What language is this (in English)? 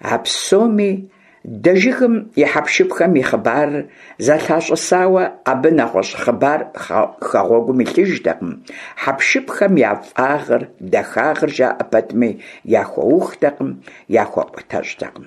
Kabardian